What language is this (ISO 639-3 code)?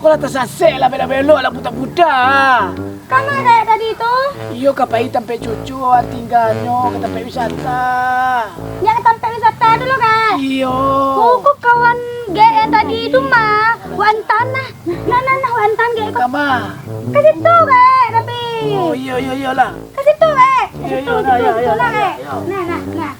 min